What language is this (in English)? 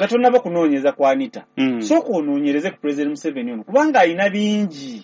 Ganda